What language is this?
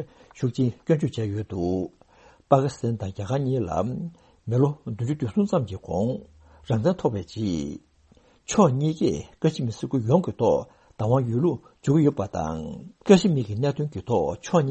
Tibetan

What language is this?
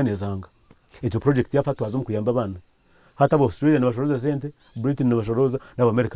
Nyankole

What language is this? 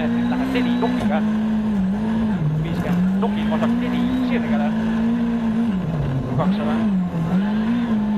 Estonian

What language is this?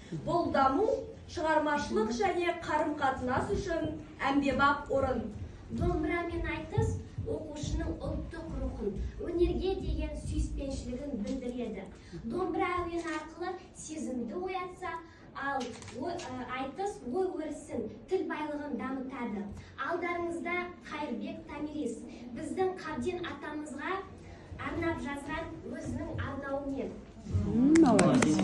Kazakh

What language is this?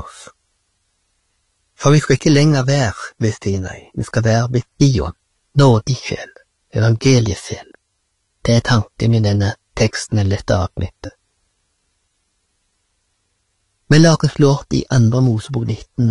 Norwegian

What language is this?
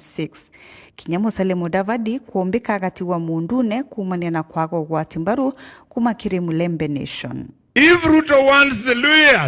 Meru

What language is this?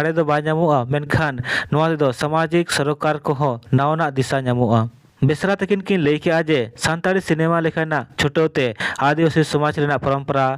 Santali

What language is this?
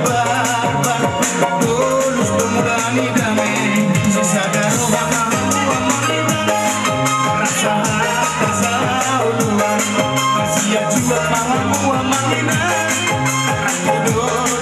Batak Toba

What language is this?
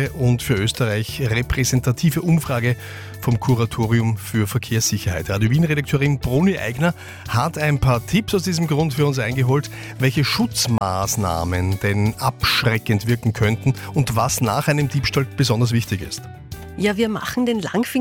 German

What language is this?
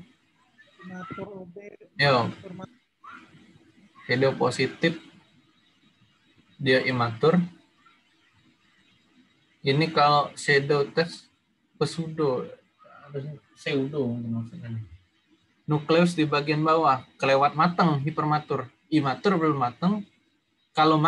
Indonesian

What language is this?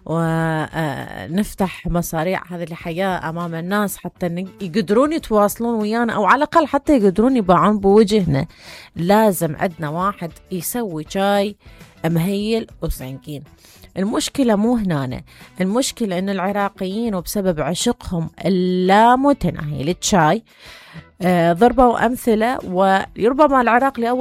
Mesopotamian Arabic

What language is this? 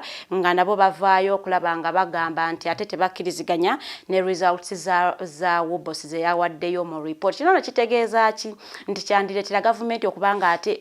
Ganda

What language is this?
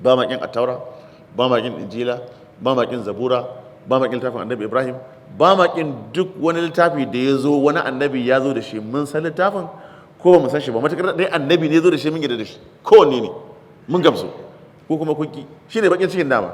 Hausa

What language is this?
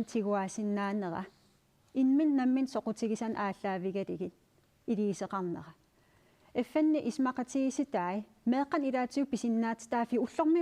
Kalaallisut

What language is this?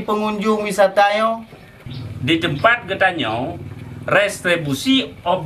Achinese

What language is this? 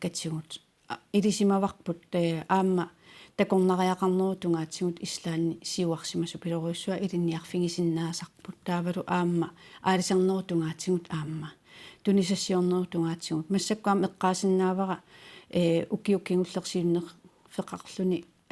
Kalaallisut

